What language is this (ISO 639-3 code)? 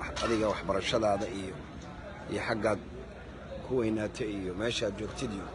som